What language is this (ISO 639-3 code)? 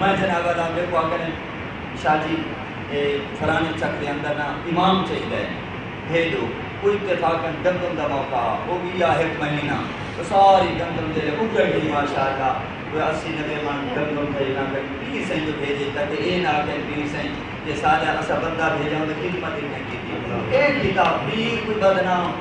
skr